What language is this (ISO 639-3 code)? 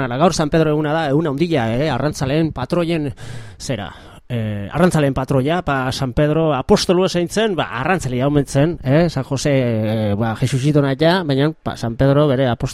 eus